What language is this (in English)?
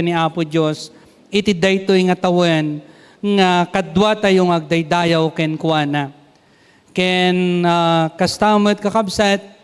Iloko